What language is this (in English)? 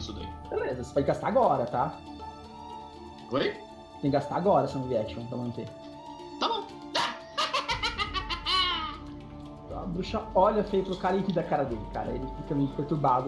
Portuguese